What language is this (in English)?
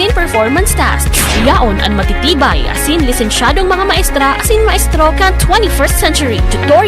Bikol